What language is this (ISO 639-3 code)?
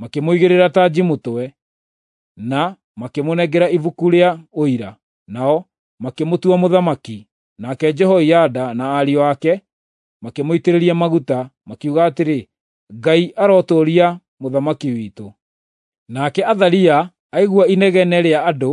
kik